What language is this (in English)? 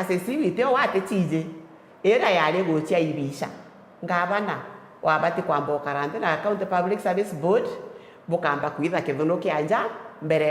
Meru